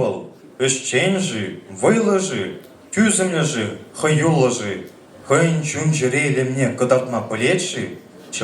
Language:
Chuvash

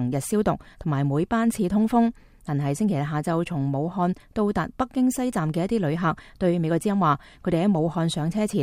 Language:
Cantonese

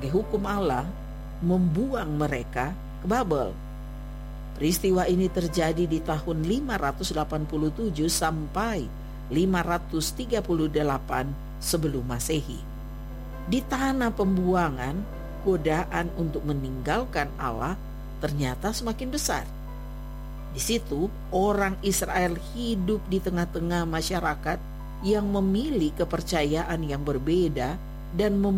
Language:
Indonesian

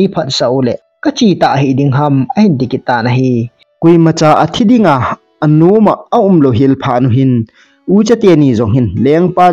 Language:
Thado Chin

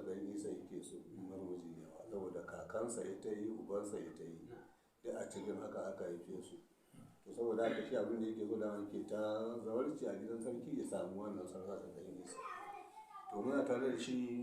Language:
Hausa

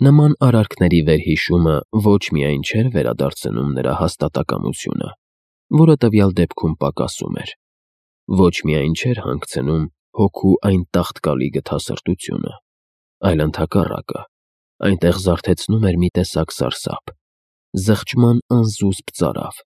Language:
Armenian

